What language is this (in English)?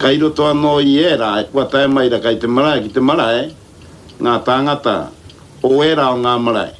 Māori